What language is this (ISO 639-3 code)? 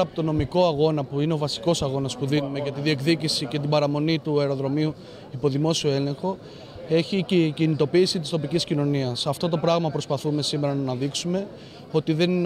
ell